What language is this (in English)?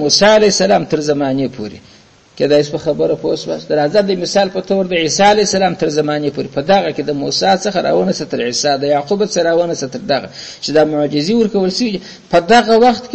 Pashto